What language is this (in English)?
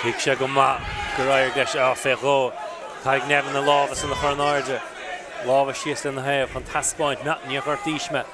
Irish